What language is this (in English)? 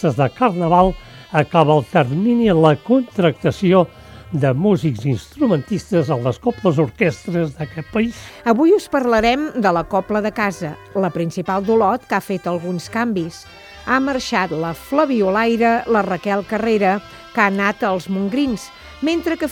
Catalan